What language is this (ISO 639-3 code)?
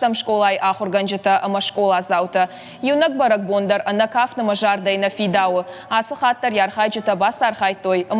oss